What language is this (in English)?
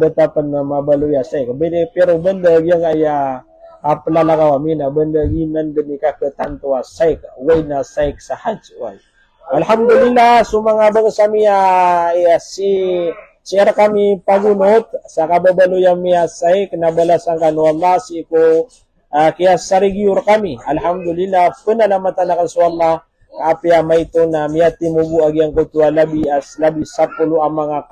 Maranao